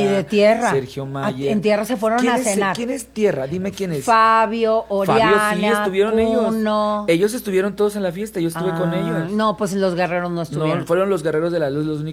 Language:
Spanish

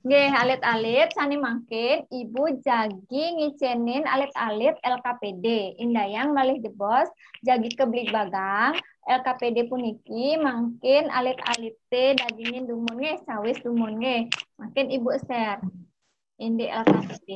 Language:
Balinese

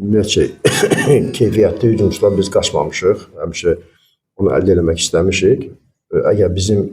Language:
Azerbaijani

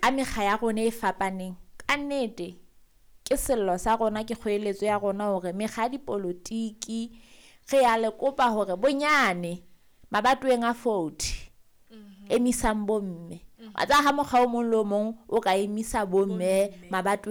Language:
Southern Sotho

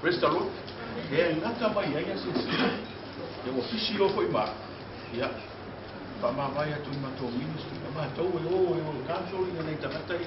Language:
Samoan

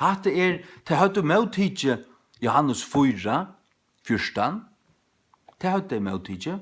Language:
Faroese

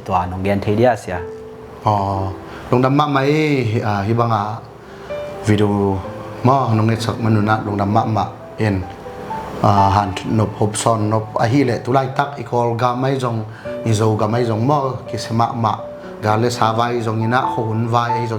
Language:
Tedim Chin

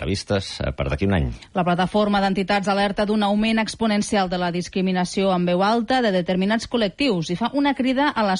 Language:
Catalan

